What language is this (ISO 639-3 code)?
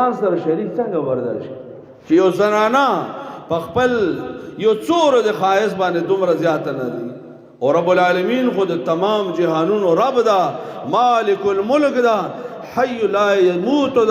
pus